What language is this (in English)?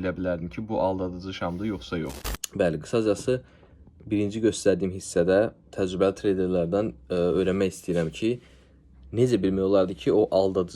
Azerbaijani